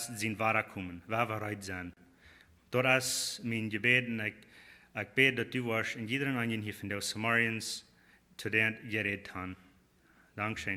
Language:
Plautdietsch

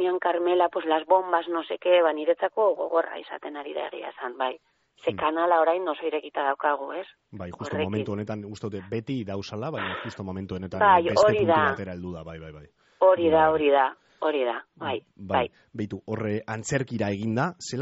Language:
Basque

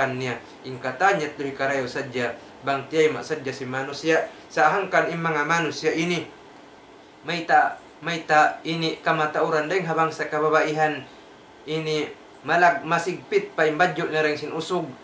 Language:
Tausug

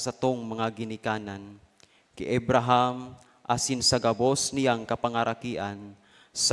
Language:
Bikol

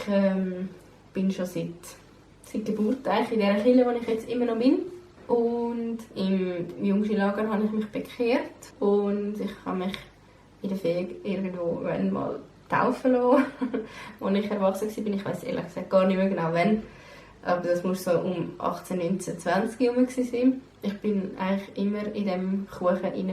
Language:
Swiss German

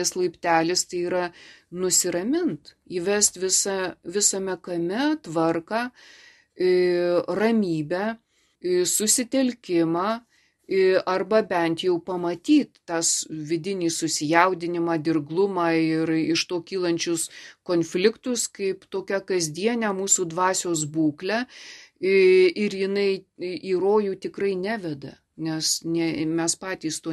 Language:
Lithuanian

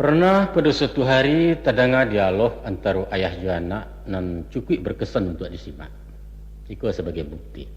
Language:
Minangkabau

